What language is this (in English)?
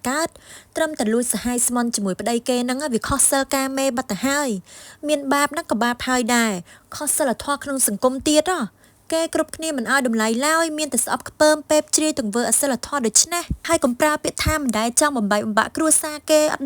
Khmer